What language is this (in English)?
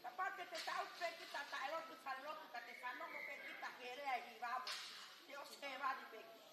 Tongan